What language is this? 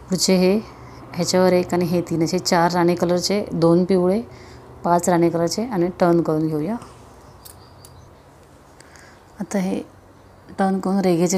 Marathi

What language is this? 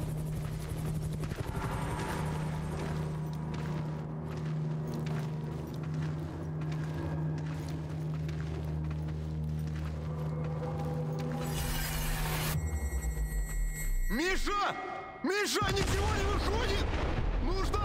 Russian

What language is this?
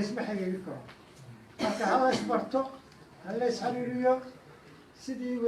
Somali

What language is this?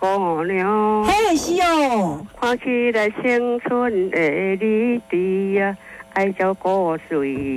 Min Nan Chinese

